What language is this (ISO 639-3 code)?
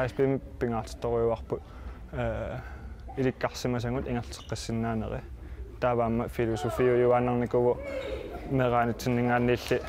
kal